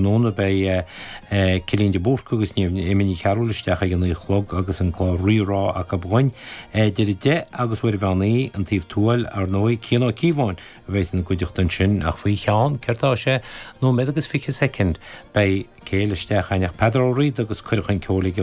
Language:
Irish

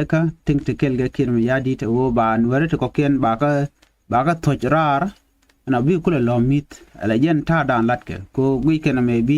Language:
Nuer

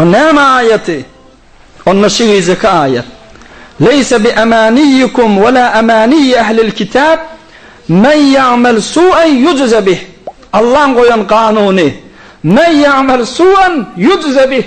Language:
Turkmen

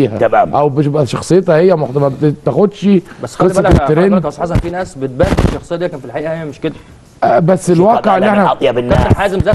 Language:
Egyptian Arabic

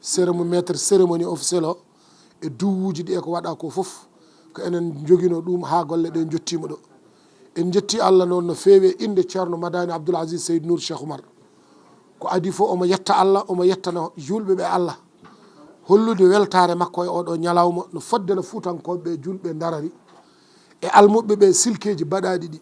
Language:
Fula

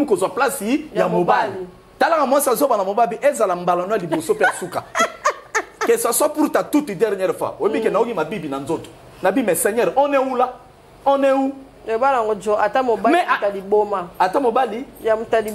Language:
Lingala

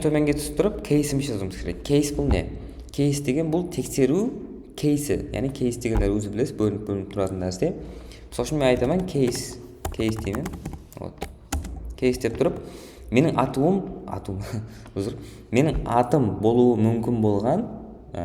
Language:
Kara-Kalpak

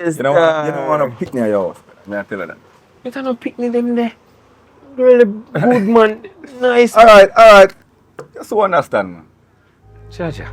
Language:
Jamaican Creole English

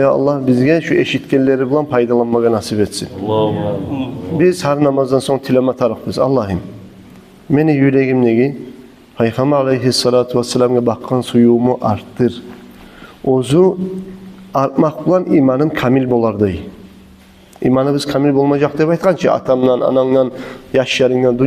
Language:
Kumyk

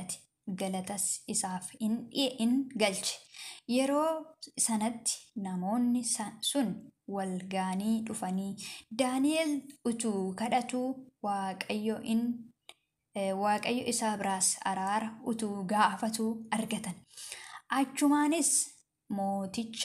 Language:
Oromo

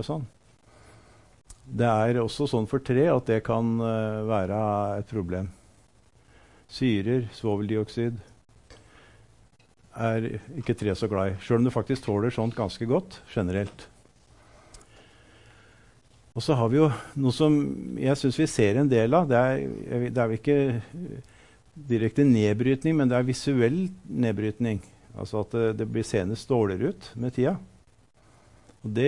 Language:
Norwegian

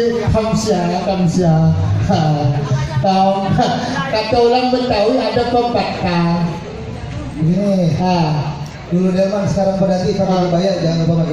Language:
Betawi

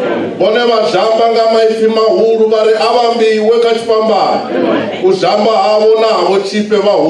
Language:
Venda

